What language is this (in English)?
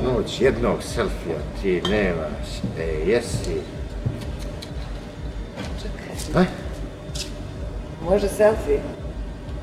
Serbian